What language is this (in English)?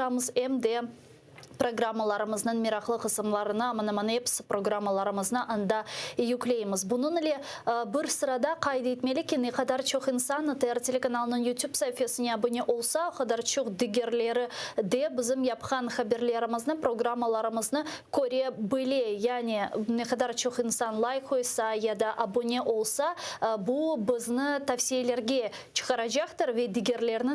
Crimean Tatar